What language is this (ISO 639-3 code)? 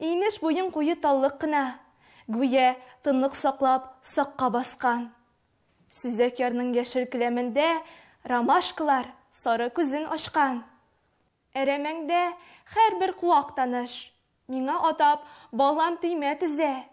tat